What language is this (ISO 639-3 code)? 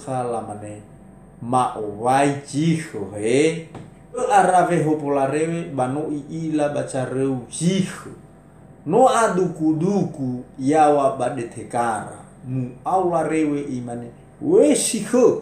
nia